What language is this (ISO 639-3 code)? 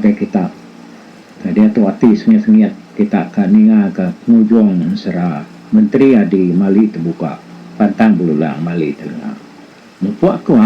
iba